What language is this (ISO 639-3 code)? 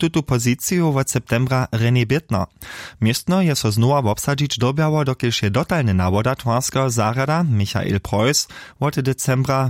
hsb